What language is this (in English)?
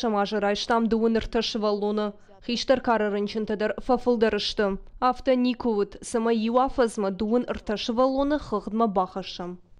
Ossetic